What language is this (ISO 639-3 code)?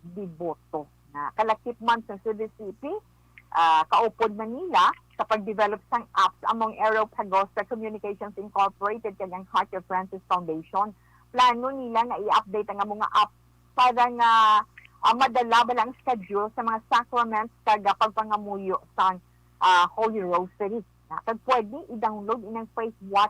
hil